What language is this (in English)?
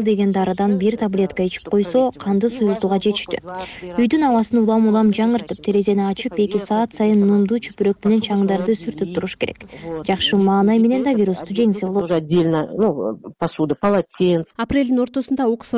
Kyrgyz